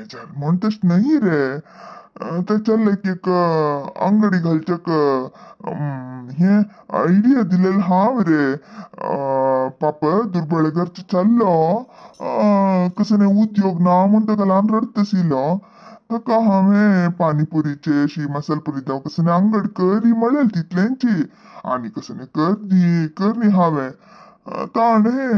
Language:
Konkani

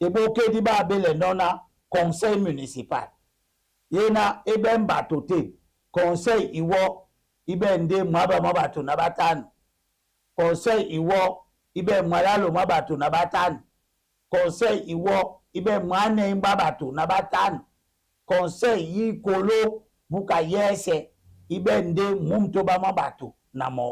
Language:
Duala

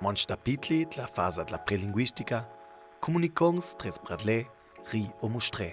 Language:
Ladin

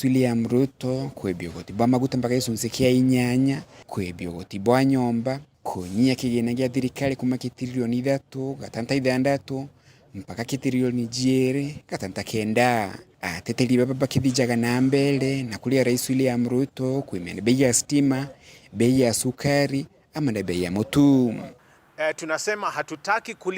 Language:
Meru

